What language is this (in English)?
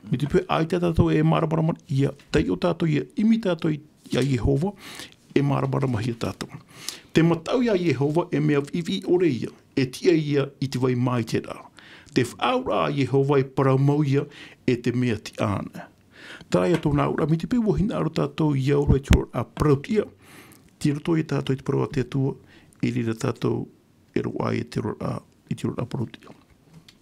Tahitian